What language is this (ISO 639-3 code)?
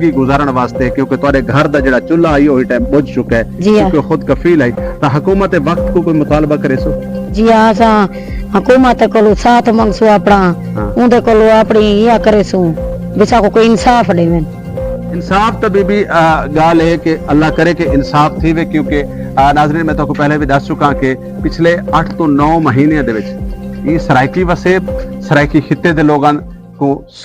skr